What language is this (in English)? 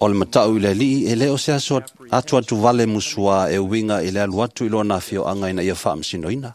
Samoan